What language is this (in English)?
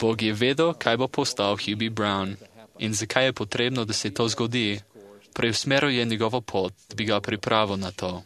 Slovenian